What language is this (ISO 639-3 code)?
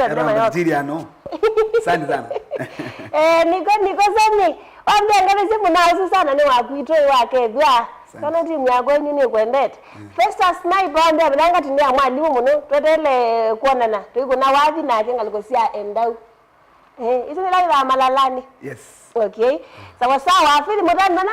kam